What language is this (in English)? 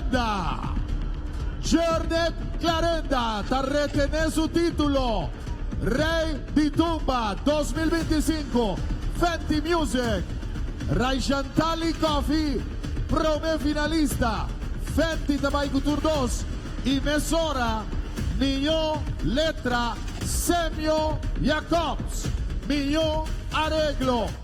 Papiamento